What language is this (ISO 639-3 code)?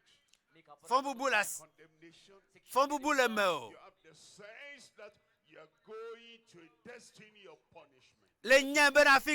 ewe